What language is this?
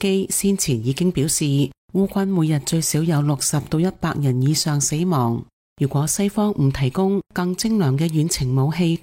Cantonese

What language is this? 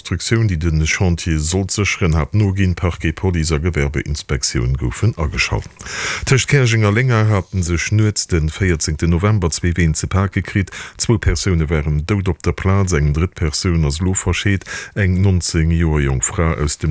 Luxembourgish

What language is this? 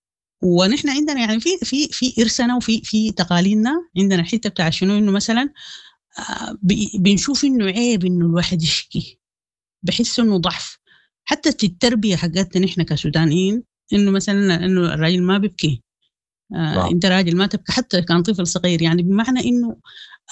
Sudanese Arabic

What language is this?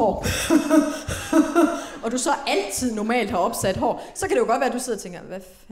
Danish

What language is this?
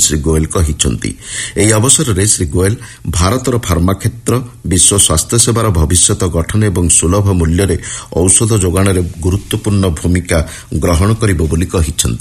Odia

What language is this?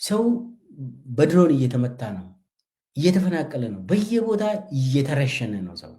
Amharic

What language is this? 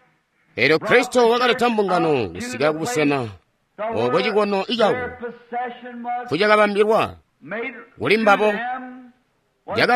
Tonga (Zambia)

